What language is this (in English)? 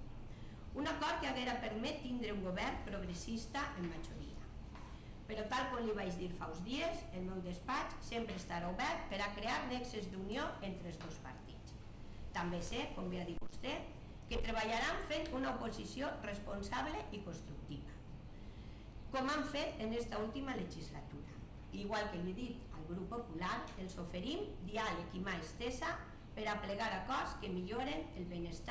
Catalan